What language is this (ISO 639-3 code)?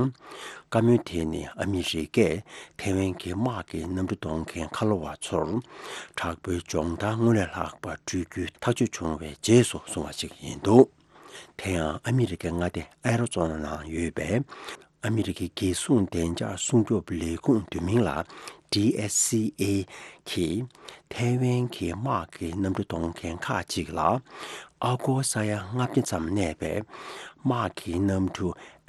bod